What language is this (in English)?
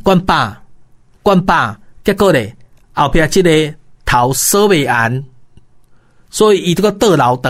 Min Nan Chinese